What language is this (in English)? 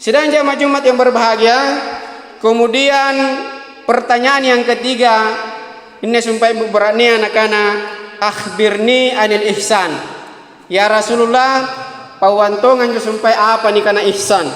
Makasar